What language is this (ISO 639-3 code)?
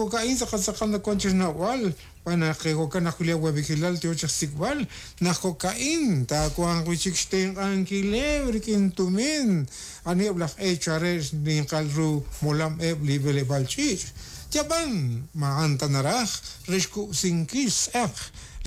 kek